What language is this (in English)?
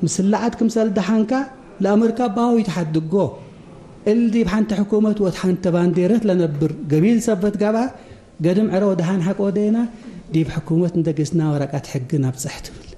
Tigre